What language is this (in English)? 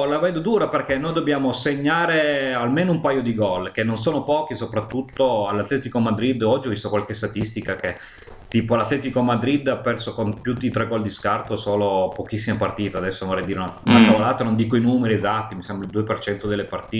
Italian